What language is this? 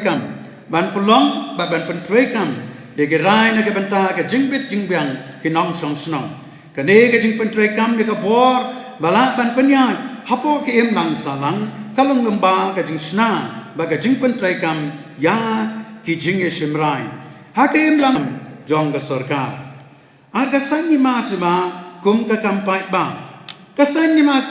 Khasi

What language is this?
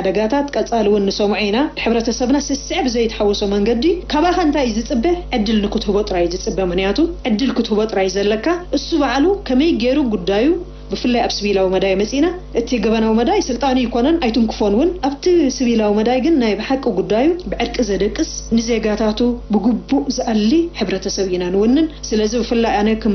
Tigrinya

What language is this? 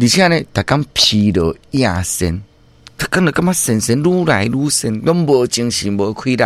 Min Nan Chinese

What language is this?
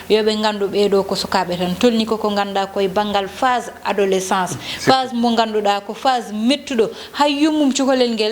Fula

